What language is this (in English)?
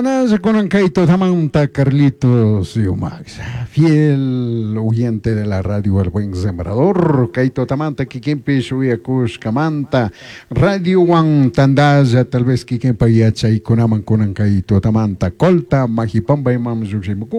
Chimborazo Highland Quichua